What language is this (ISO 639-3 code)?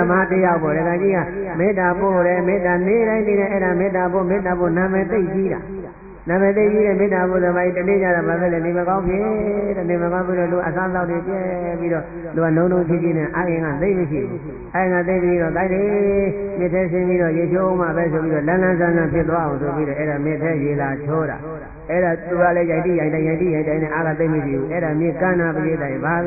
mya